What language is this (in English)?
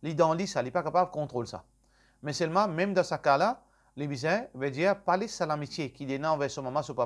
Morisyen